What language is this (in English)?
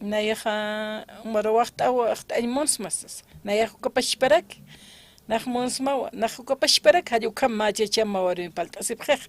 Aymara